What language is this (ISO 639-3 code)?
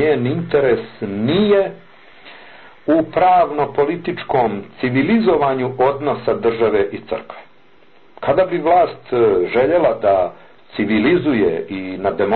bos